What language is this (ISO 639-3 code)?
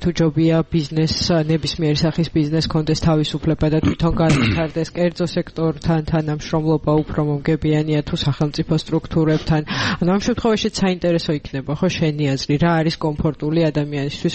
kat